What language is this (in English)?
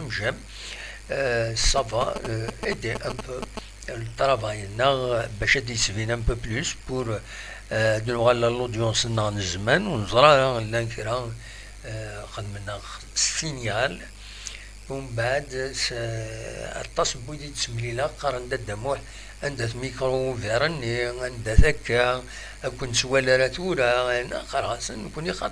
Kabyle